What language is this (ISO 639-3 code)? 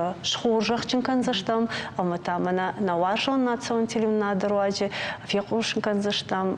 oss